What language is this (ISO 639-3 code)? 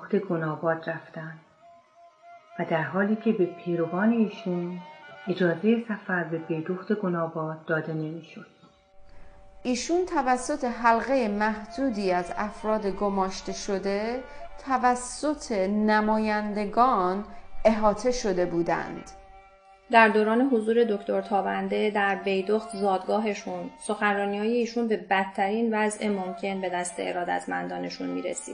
fas